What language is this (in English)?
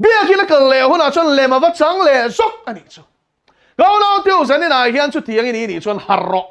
Mizo